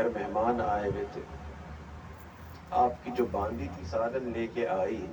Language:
Urdu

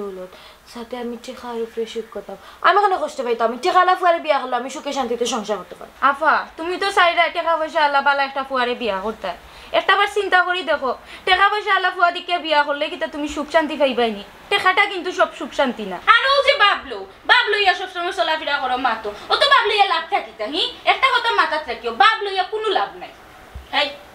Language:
Sylheti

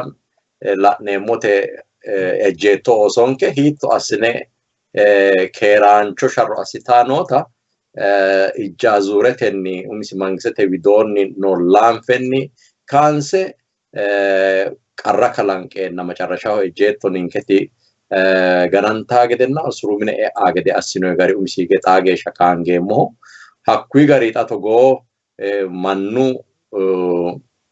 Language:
Sidamo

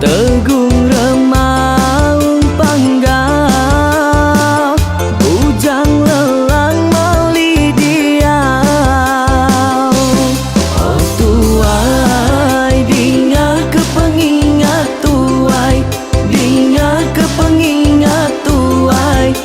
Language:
Iban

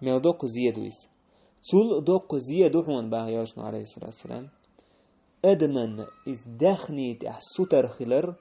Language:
Chechen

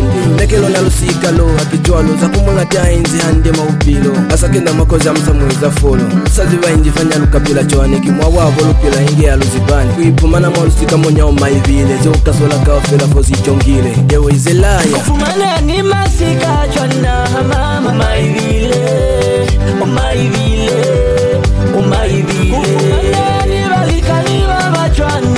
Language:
Lozi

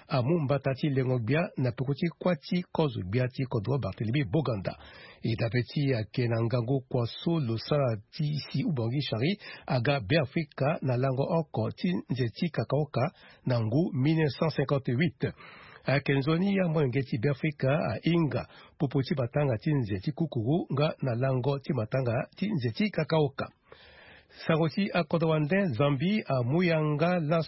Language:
Sango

